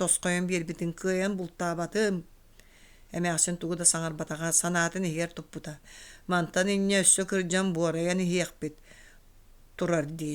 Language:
Yakut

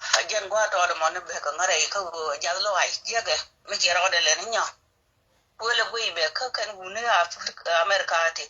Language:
Nuer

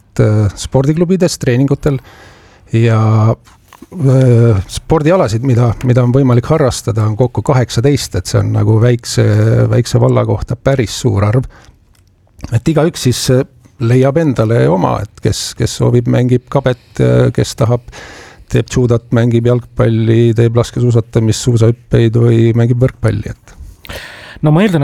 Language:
Estonian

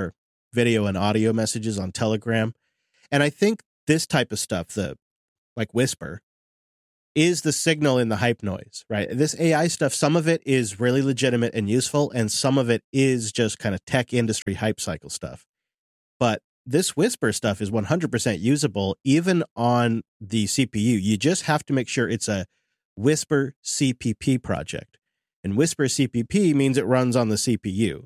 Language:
English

